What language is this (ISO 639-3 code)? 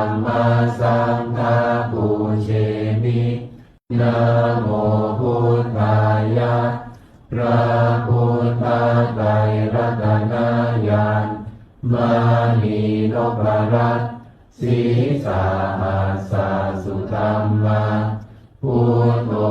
pli